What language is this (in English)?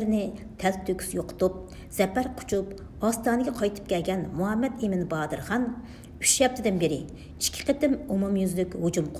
Uyghur